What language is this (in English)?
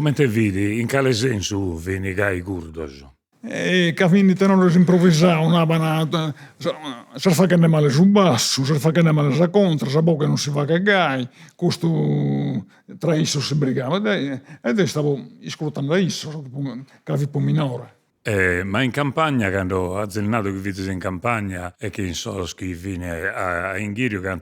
Sardinian